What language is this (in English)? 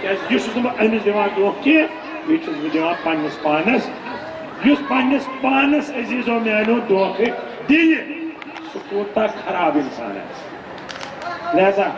Kashmiri